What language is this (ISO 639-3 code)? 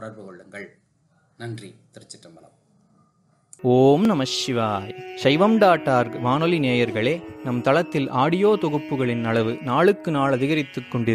tam